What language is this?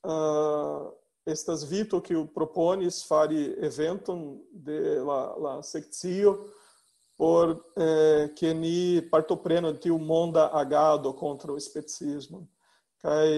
Esperanto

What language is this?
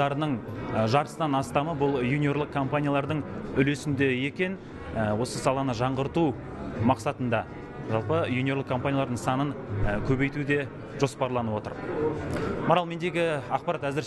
Kazakh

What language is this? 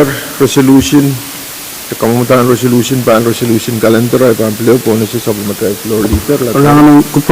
Pohnpeian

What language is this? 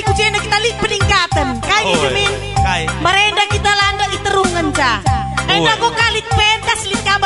Batak Karo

